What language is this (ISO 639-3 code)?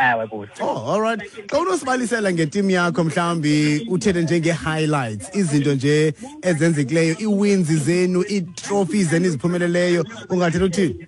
xho